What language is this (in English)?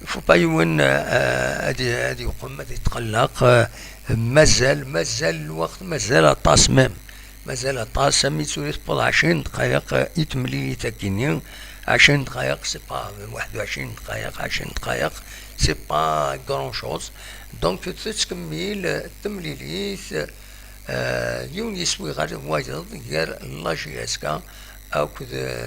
Kabyle